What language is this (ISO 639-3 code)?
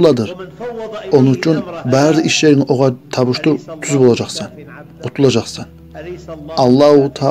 kum